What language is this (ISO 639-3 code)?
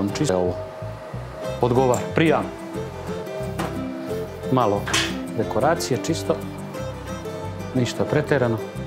srp